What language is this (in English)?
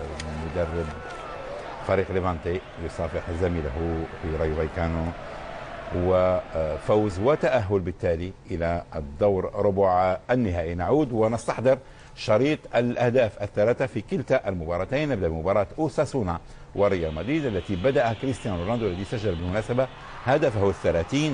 Arabic